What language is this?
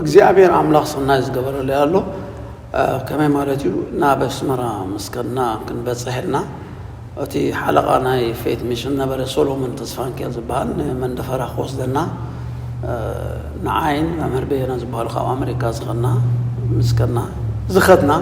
Tigrinya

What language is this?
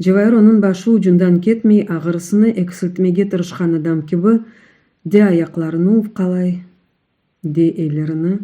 Crimean Tatar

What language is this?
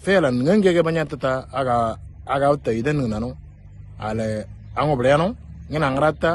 Moro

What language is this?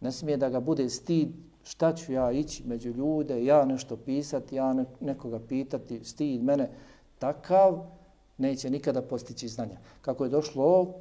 Bosnian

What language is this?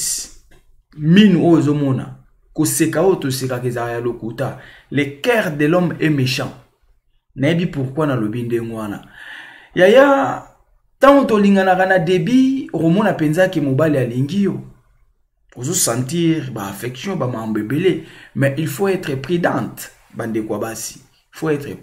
Lingala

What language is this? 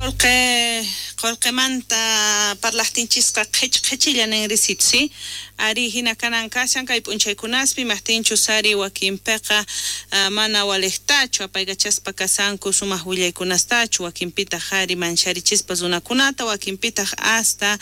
South Bolivian Quechua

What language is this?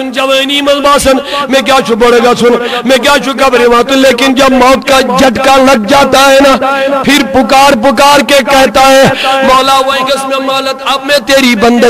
Kashmiri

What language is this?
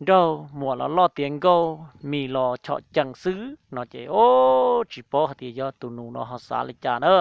Hmong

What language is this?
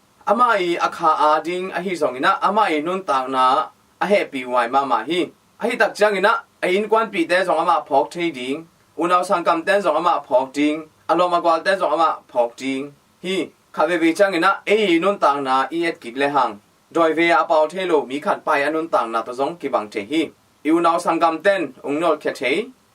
Tedim Chin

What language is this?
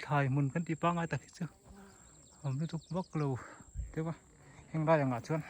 Mizo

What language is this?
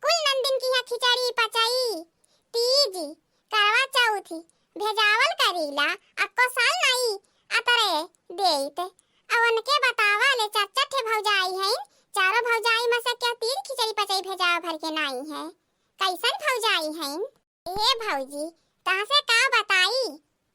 Awadhi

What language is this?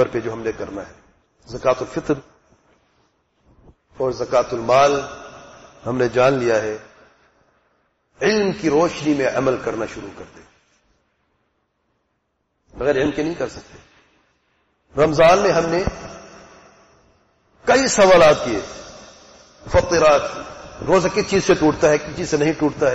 Urdu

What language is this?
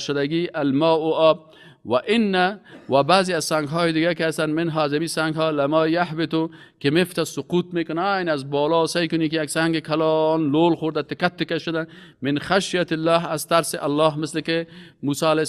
Persian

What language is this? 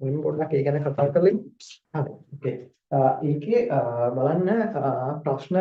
Sinhala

